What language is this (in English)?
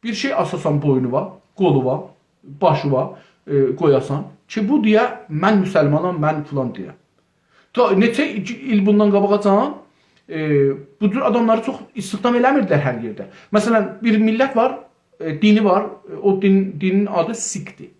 South Azerbaijani